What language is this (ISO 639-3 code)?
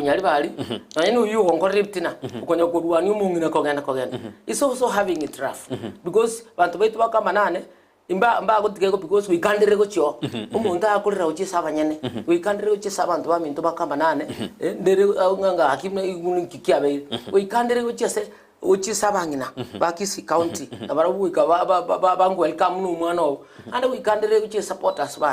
guz